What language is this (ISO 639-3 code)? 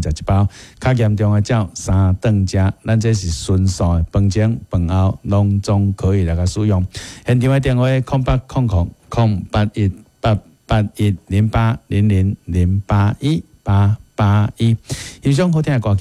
nan